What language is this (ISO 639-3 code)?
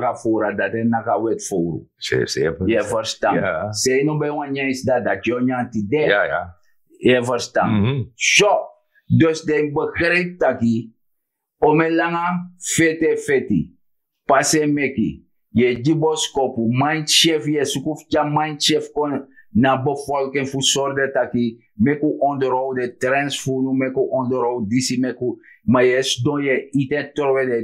srn